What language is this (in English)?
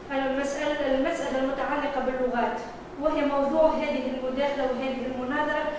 Arabic